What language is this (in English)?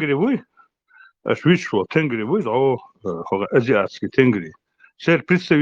Chechen